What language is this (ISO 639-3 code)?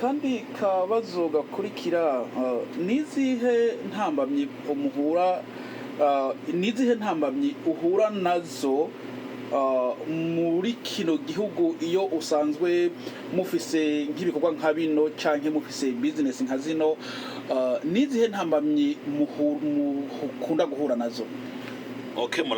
run